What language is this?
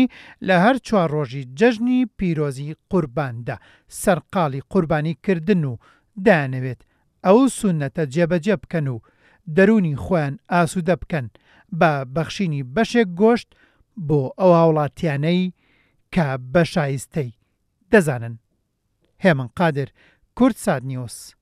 Central Kurdish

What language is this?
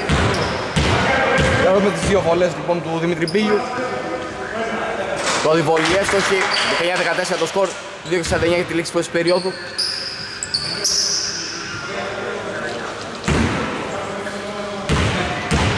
Greek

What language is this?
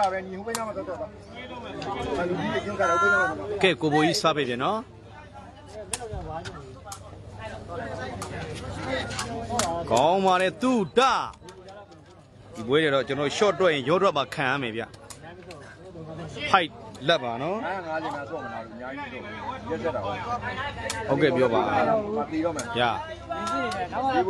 Burmese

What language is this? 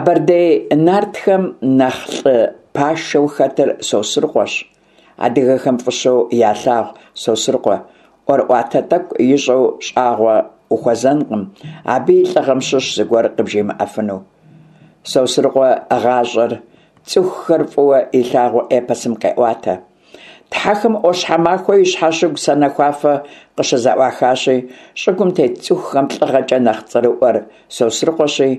Kabardian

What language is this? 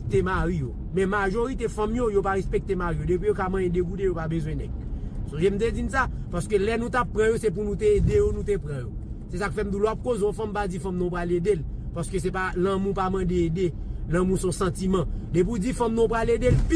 Haitian Creole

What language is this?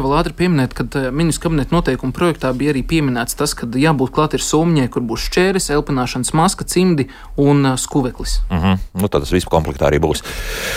Latvian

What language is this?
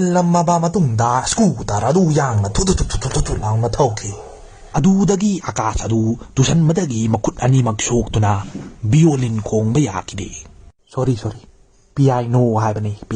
Manipuri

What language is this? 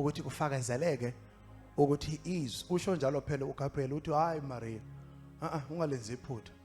Zulu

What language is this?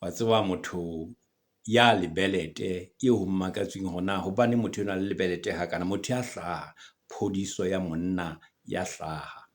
Southern Sotho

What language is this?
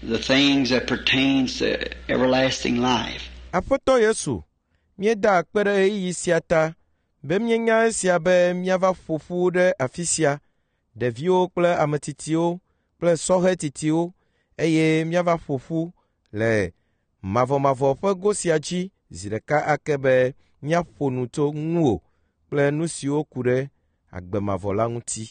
Ewe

